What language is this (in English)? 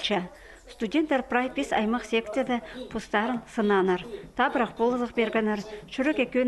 Khakas